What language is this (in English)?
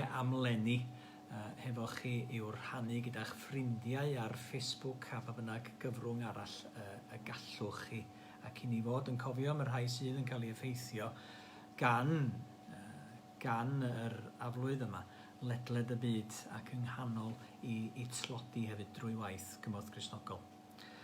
Welsh